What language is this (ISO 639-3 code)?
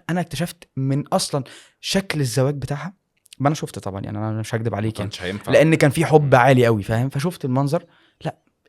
arz